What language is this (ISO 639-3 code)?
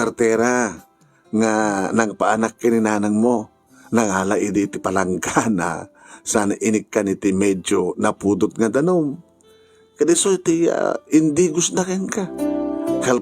ilo